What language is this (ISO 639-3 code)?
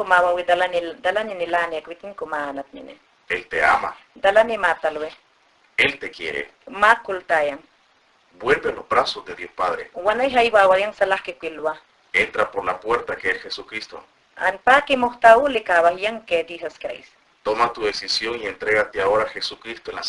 yan